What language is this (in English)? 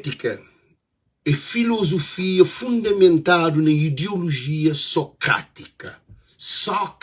Kabuverdianu